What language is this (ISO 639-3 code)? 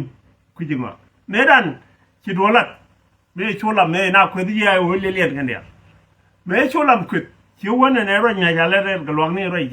nus